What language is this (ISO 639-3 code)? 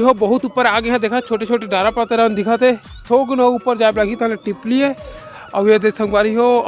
hne